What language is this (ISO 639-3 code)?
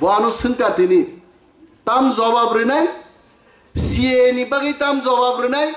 trp